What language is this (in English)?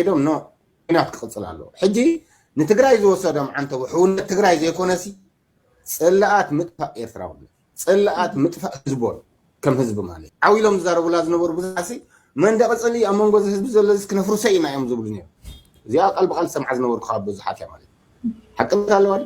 Tigrinya